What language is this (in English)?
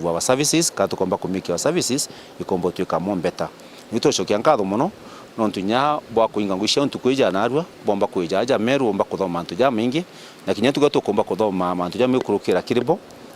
Meru